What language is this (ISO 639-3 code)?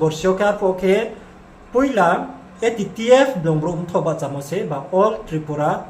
ria